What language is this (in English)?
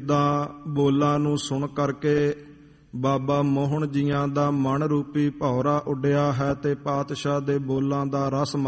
Punjabi